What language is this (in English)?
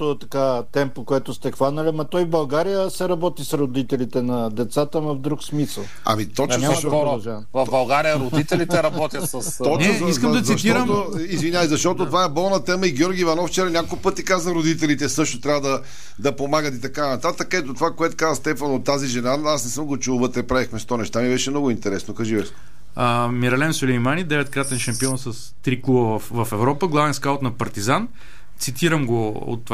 Bulgarian